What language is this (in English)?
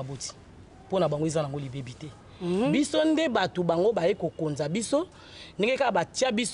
Lingala